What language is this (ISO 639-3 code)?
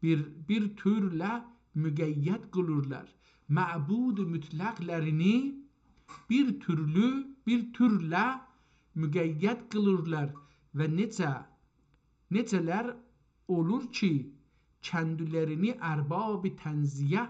azb